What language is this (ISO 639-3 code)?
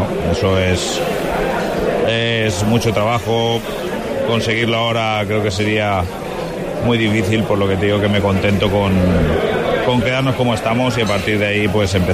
spa